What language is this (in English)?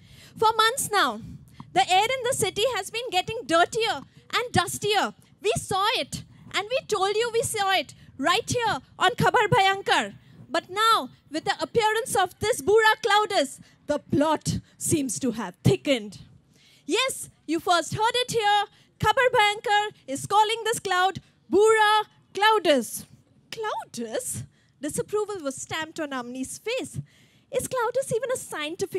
English